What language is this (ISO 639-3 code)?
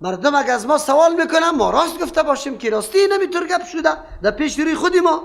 fas